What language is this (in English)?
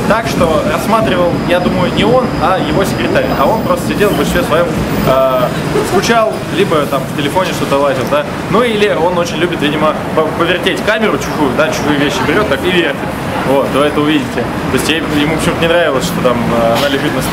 Russian